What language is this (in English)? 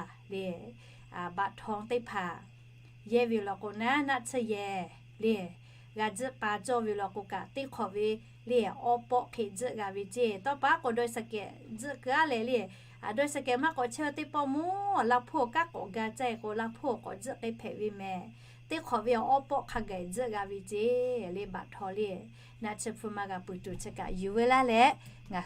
Lahu